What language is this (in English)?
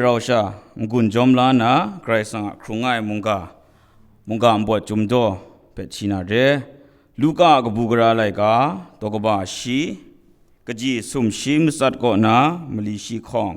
Kachin